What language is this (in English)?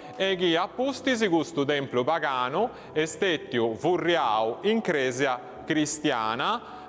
Sardinian